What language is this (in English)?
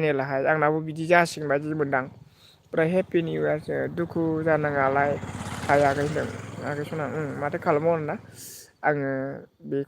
Bodo